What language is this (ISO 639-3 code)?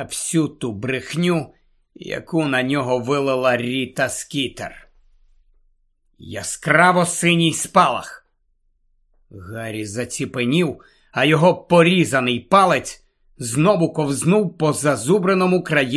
ukr